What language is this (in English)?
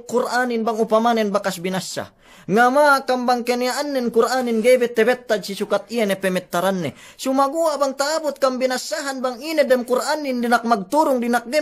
Yakan